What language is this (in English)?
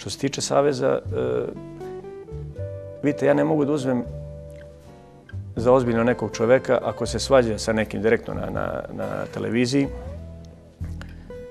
Serbian